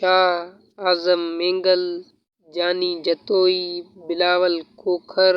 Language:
Sindhi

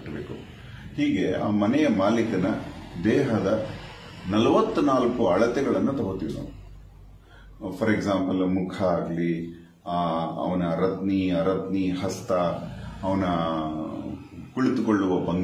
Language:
Kannada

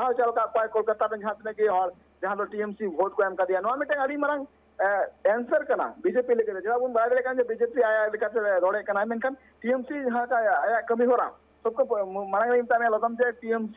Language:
Santali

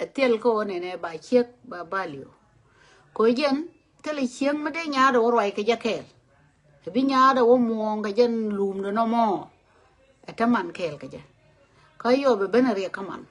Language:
Nuer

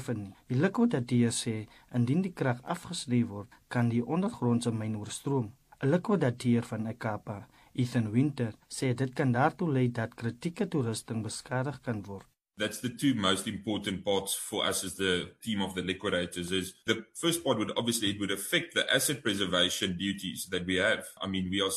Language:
Afrikaans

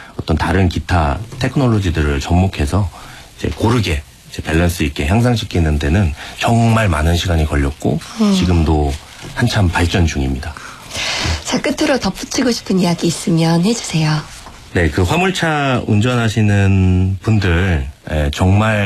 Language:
Korean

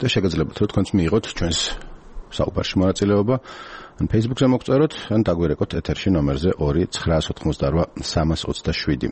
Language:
Georgian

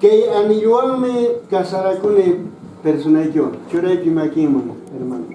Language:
Quechua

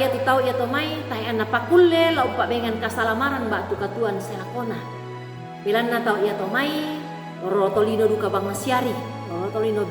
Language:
Toraja-Sa'dan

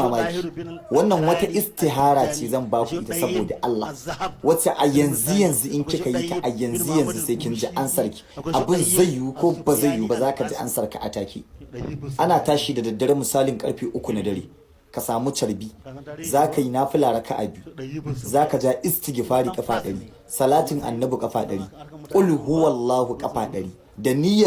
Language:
Hausa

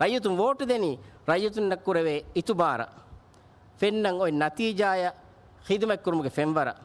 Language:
Divehi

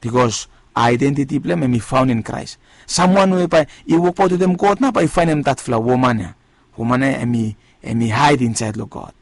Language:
Bislama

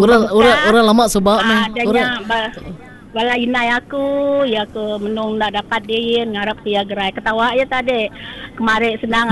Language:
Iban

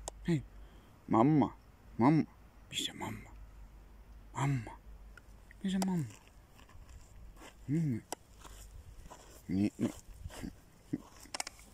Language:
Finnish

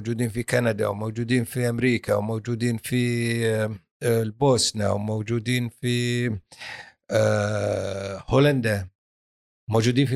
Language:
Gulf Arabic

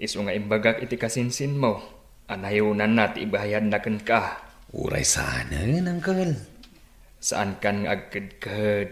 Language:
Iloko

